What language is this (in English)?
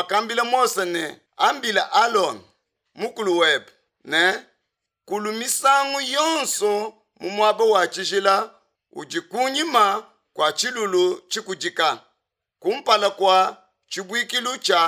Luba-Lulua